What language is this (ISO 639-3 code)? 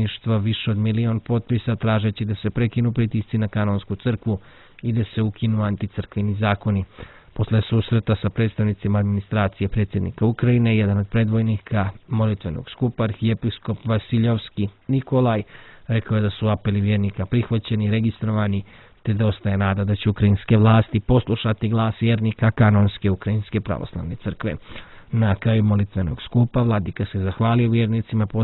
srp